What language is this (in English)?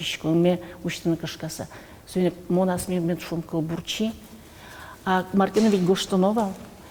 Udmurt